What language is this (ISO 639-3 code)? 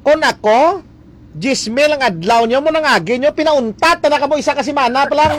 hil